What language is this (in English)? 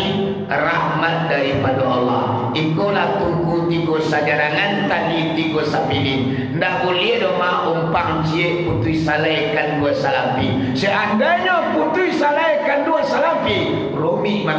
Minangkabau